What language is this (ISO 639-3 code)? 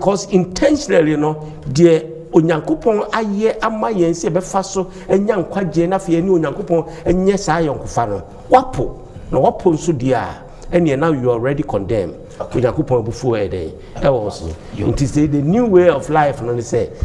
aka